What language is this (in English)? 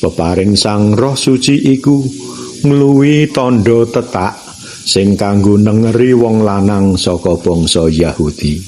Javanese